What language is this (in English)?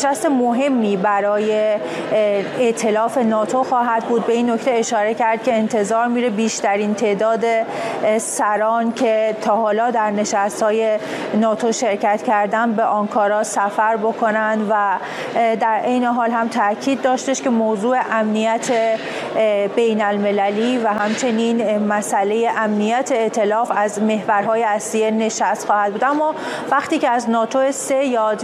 Persian